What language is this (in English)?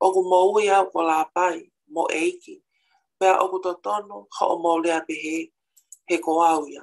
Tongan